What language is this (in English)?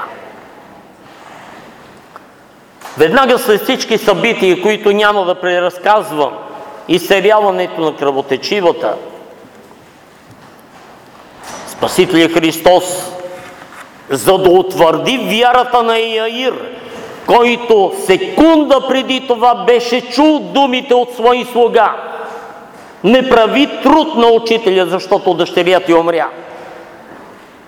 Bulgarian